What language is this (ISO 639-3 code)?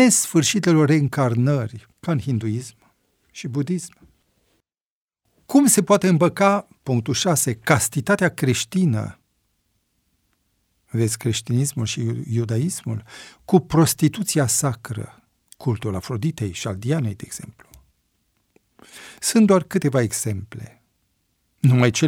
ron